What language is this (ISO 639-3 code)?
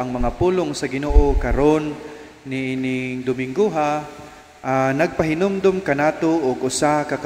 ceb